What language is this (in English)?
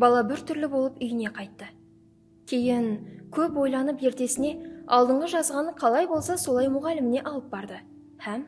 Kara-Kalpak